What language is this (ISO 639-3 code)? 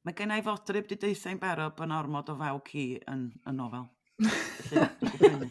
cym